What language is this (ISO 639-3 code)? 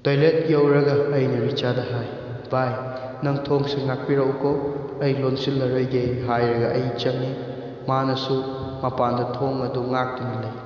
mni